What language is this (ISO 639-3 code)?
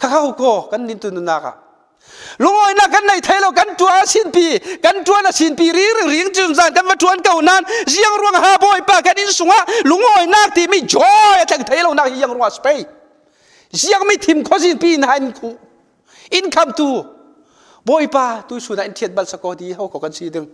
cfm